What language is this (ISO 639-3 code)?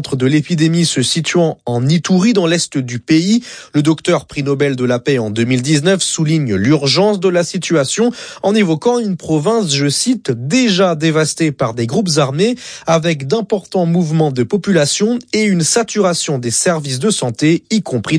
fra